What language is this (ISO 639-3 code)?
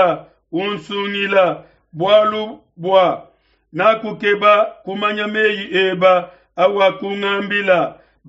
lua